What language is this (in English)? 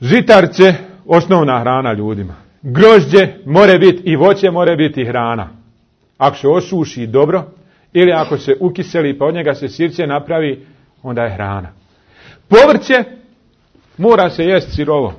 Bosnian